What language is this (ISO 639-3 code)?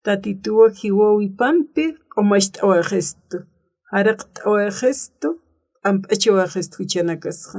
aym